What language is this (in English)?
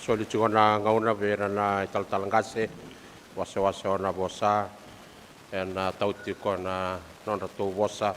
Fijian